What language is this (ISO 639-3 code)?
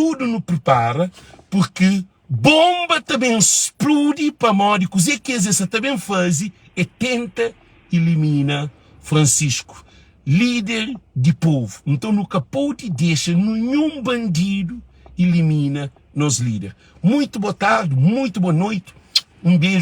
kea